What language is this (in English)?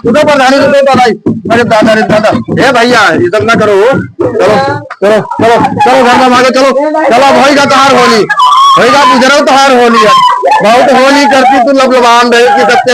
Awadhi